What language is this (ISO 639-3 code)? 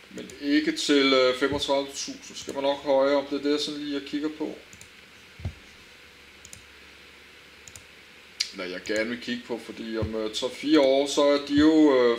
dan